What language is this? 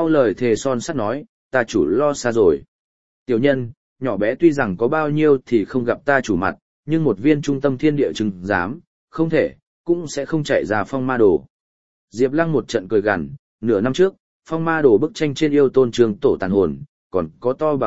Vietnamese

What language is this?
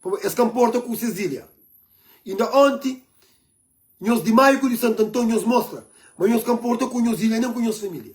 Kabuverdianu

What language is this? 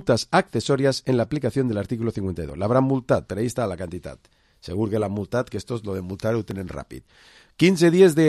Catalan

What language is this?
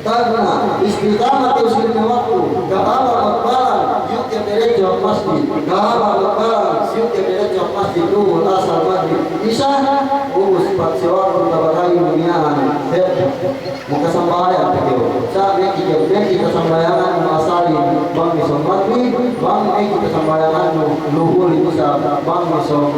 Yakan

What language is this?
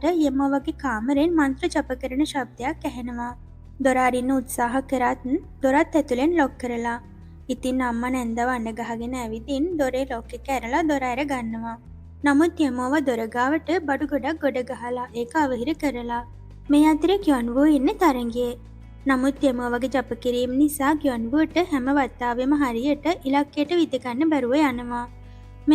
Sinhala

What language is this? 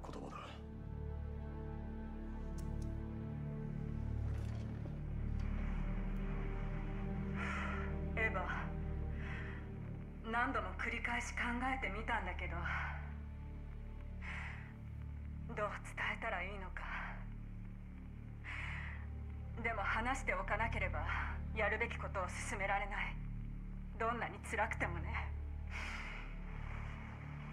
Japanese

